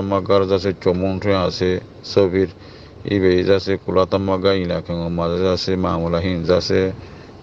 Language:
Rohingya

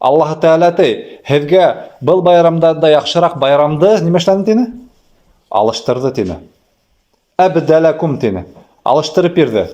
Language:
Bashkir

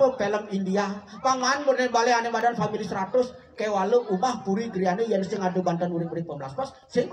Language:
Balinese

